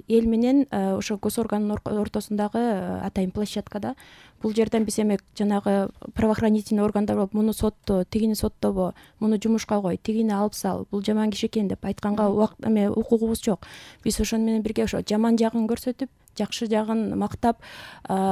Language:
Kyrgyz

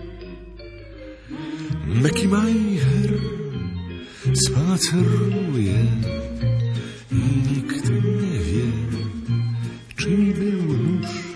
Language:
Polish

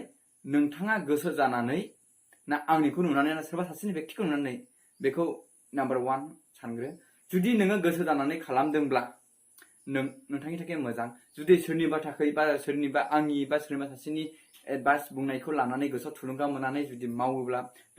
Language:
Bodo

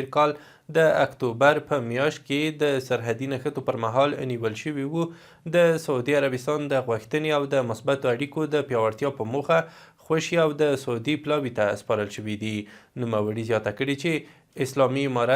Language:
Pashto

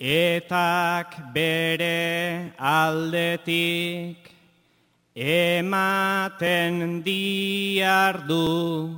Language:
Basque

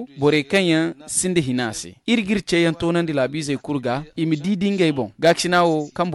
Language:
Zarma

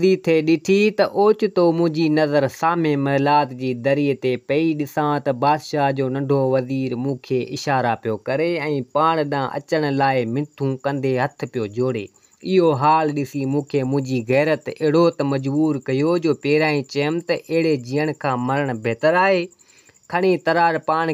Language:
Sindhi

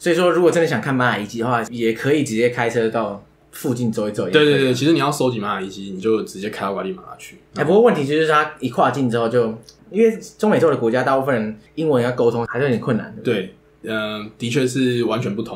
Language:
Chinese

